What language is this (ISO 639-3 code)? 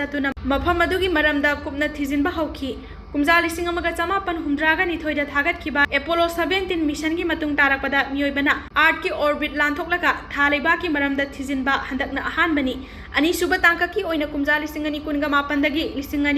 mni